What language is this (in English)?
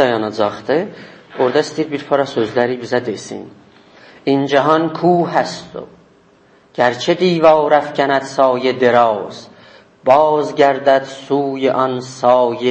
South Azerbaijani